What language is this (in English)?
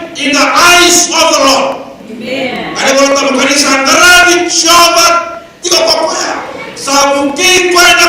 Fijian